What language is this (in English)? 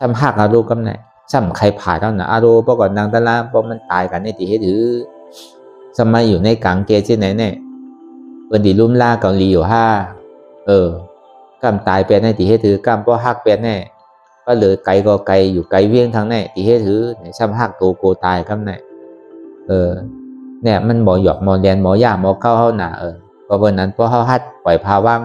Shan